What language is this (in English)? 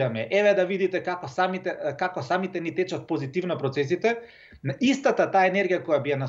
Macedonian